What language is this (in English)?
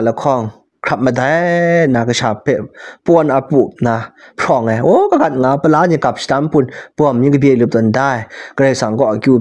Kachin